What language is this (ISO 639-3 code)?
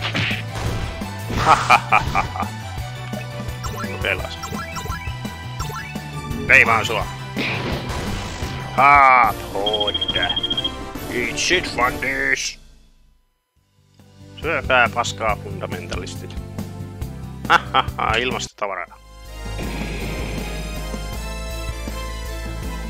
fin